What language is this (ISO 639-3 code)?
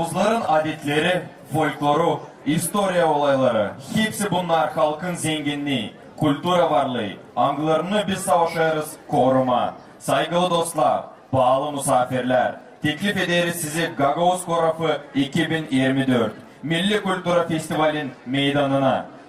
gag